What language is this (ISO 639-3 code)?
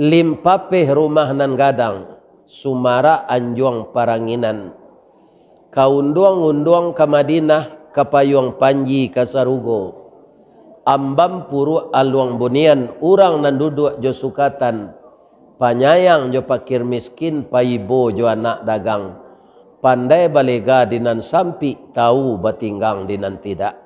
min